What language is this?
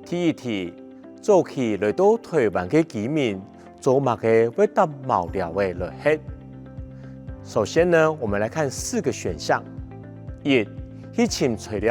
Hakka Chinese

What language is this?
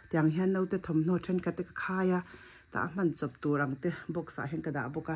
Mizo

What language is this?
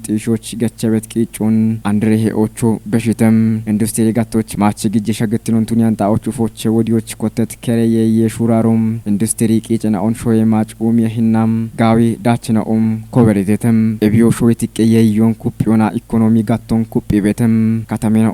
Kafa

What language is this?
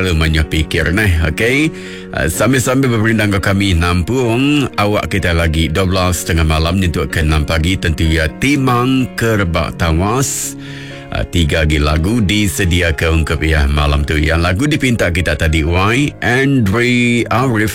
Iban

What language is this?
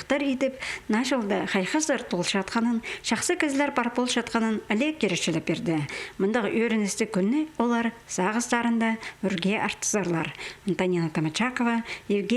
Khakas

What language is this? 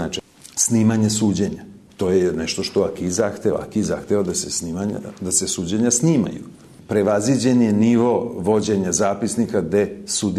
Serbian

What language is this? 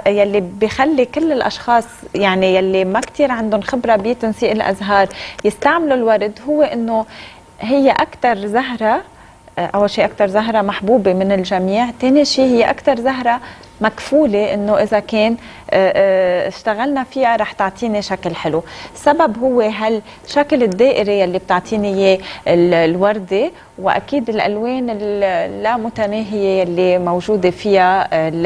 North Levantine Arabic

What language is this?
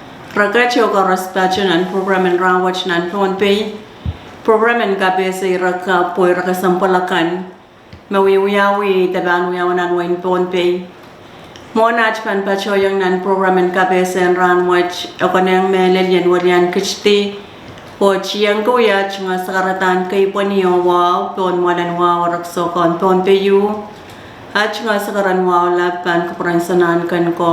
Pohnpeian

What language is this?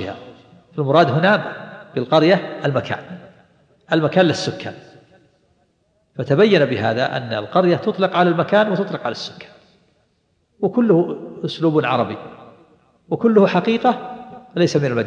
Arabic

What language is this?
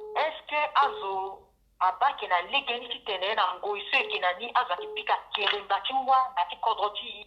Sango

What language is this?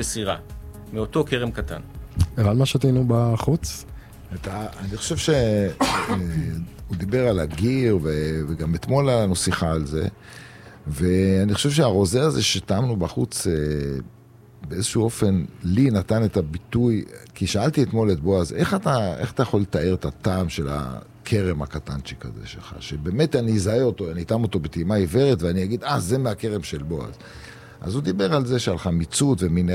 Hebrew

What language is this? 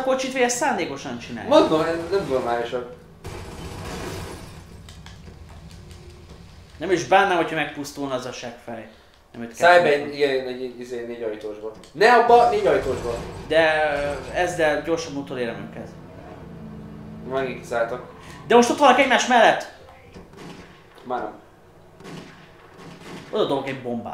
Hungarian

